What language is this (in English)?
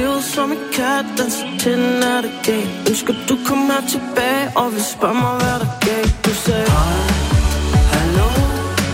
Danish